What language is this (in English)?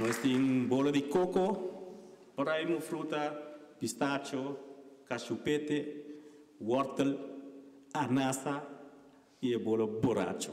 Papiamento